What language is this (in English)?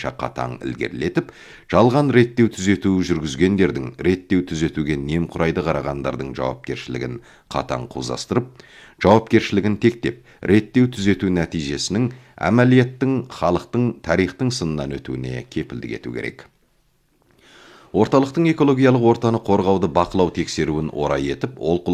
Kazakh